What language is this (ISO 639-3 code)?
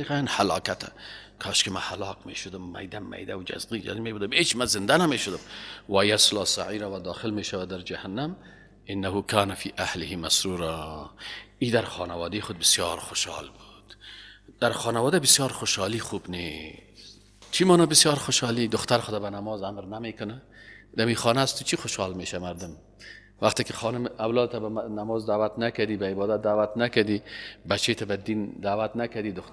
fas